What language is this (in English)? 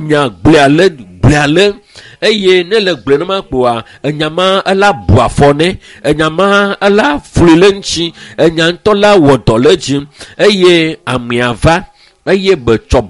Ewe